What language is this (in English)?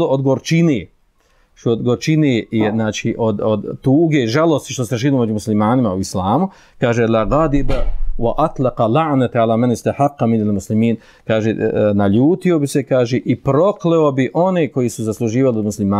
Bosnian